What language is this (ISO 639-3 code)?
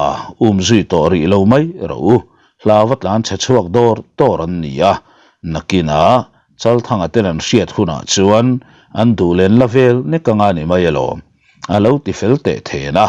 lus